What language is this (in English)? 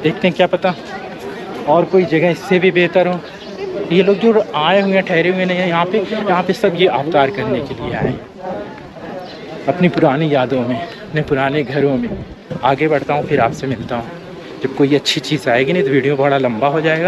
Hindi